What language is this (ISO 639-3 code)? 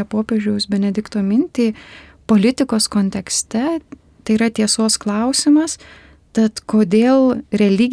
lit